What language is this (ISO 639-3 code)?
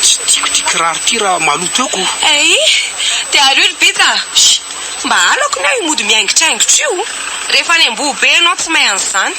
mlg